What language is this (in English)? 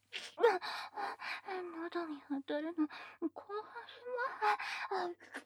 Japanese